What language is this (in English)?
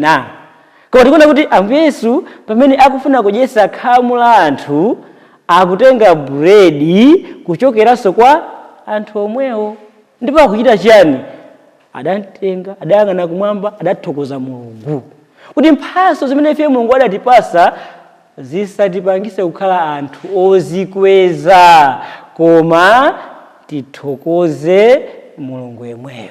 Nyanja